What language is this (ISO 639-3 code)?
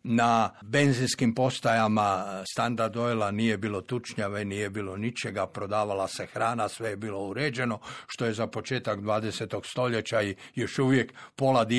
hrv